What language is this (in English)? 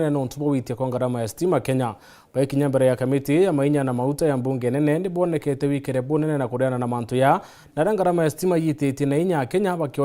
Meru